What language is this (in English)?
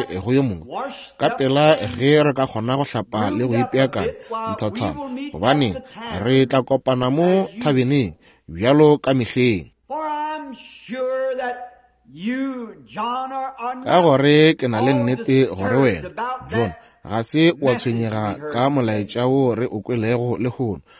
Northern Sotho